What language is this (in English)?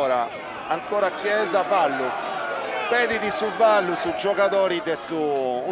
Sardinian